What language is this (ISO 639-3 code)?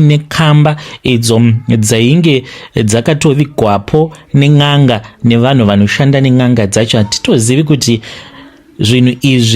sna